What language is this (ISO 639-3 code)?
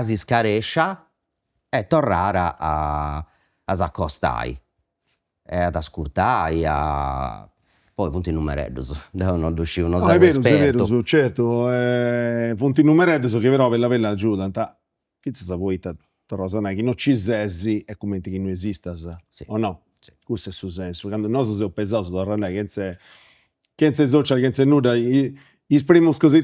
srd